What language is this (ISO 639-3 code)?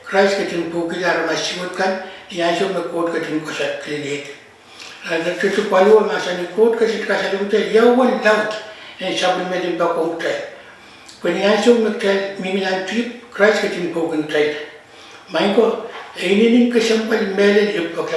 pon